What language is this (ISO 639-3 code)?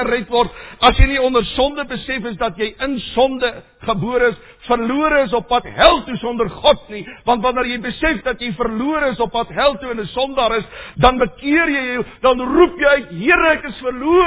afr